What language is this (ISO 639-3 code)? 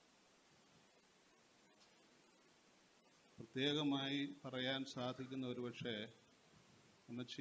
mal